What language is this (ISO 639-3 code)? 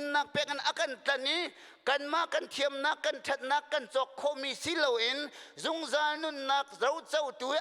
cnh